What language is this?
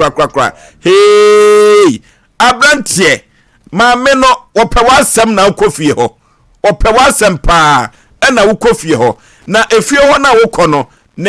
Akan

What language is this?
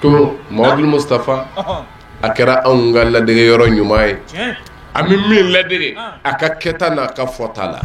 Bambara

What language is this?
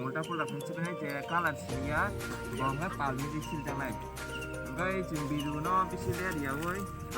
Kok Borok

